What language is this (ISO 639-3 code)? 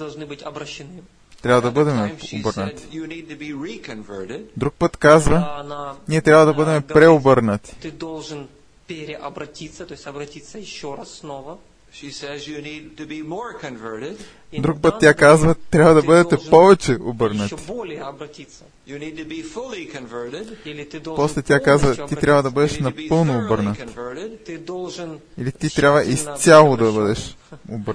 bul